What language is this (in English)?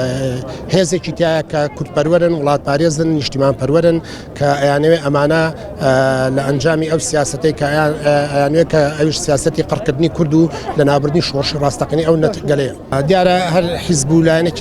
Central Kurdish